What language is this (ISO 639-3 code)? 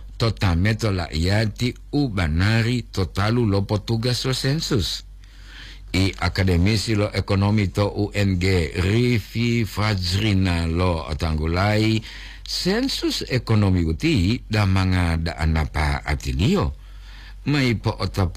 gor